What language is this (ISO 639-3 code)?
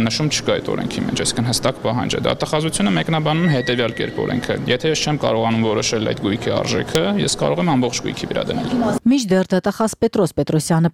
hye